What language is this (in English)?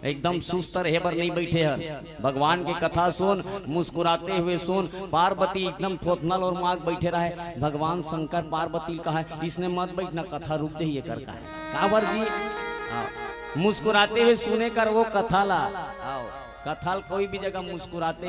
Chhattisgarhi